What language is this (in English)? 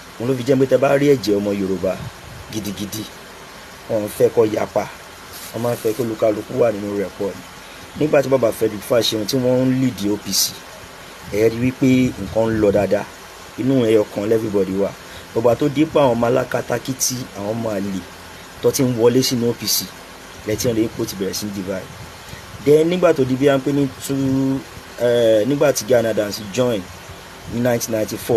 Yoruba